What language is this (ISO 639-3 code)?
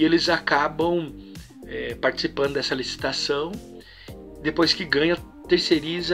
por